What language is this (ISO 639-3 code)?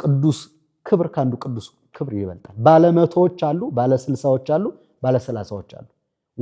amh